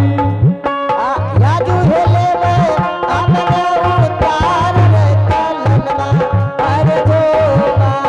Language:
Angika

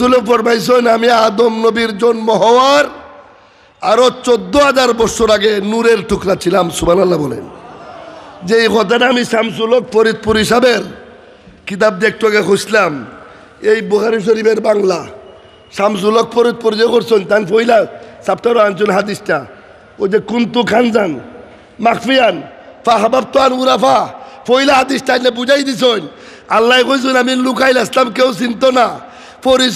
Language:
Sylheti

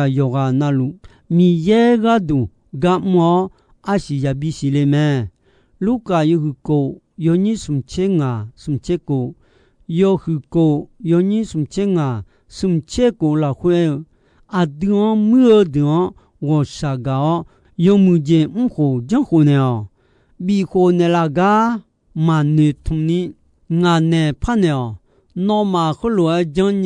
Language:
Akha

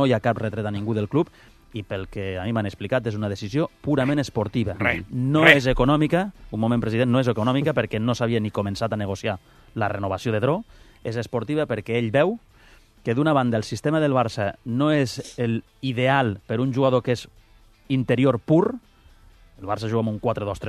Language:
Catalan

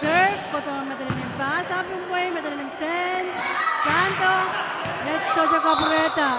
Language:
Pohnpeian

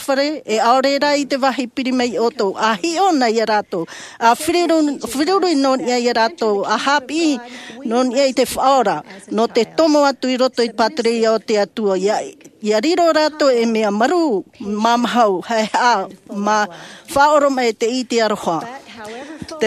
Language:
Tahitian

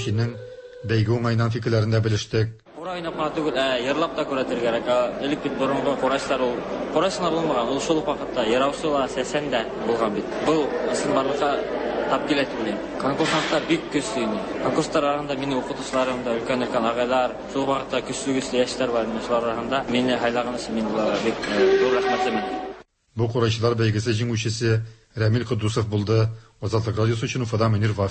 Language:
Tatar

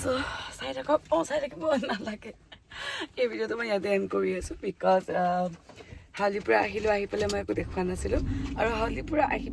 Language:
Assamese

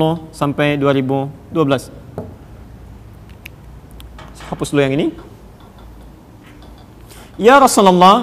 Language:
Indonesian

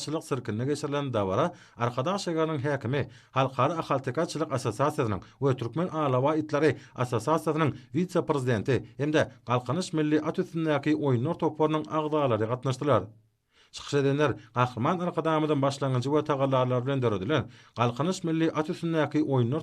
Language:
Turkmen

